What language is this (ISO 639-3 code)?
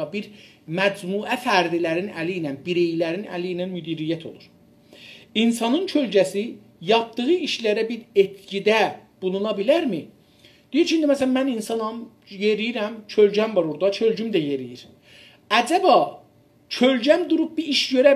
azb